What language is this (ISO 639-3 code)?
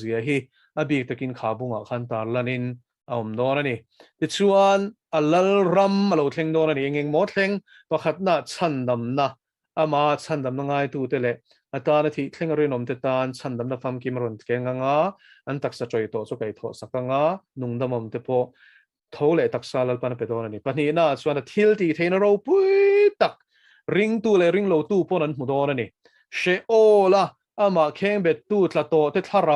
lus